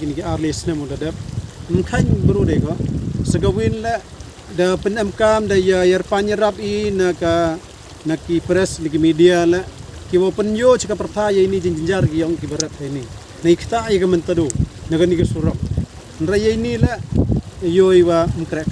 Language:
Khasi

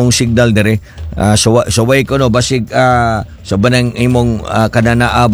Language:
Cebuano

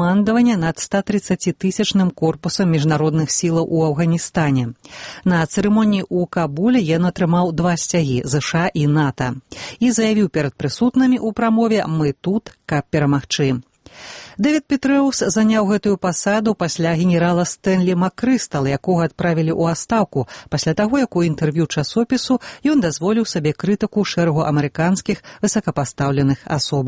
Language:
Belarusian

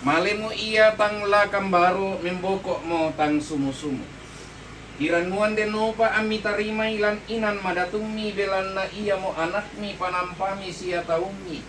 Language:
Toraja-Sa'dan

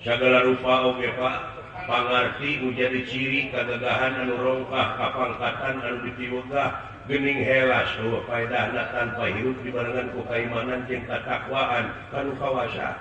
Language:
Sundanese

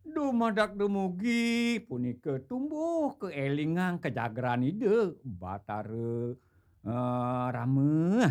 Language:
Balinese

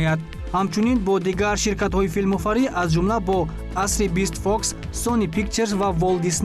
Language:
Tajik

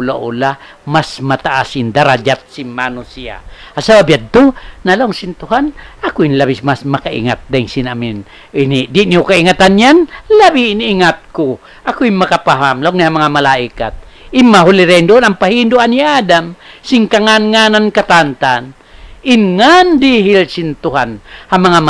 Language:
Tausug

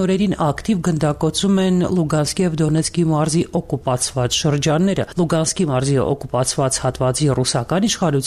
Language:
Armenian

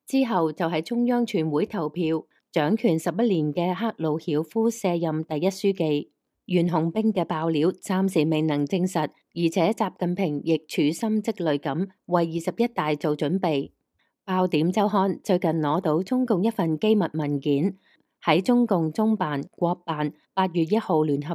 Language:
Cantonese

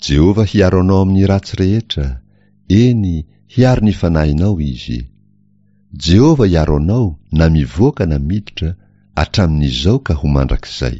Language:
Malagasy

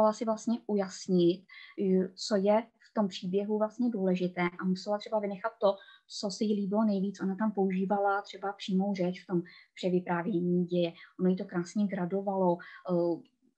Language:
Czech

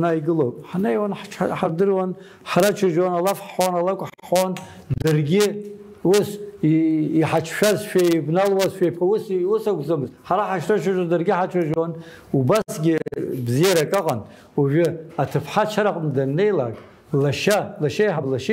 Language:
Abkhazian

